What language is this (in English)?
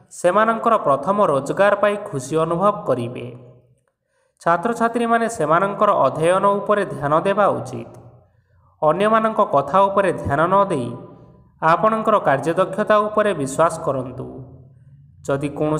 Odia